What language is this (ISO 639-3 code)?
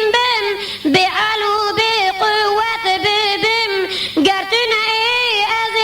kur